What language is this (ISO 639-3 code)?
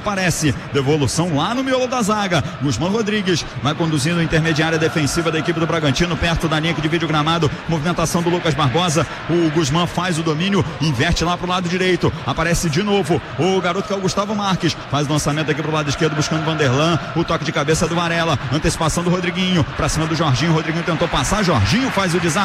por